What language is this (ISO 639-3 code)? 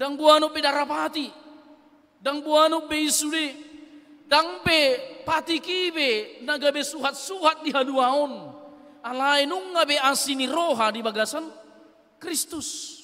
bbc